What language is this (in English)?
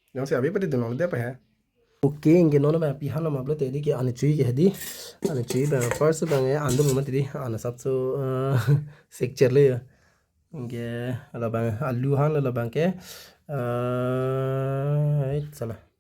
Karbi